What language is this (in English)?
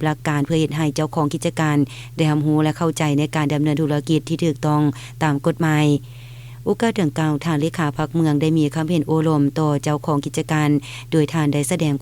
Lao